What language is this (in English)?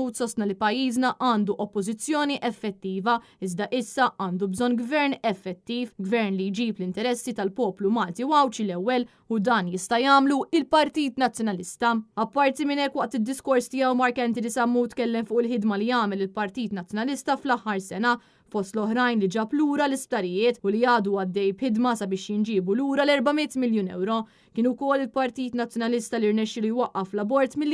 Maltese